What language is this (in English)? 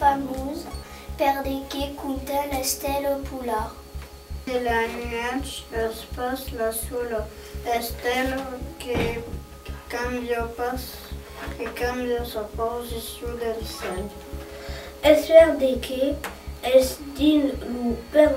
Occitan